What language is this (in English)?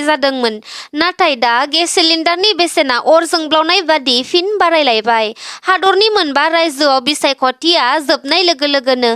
Bodo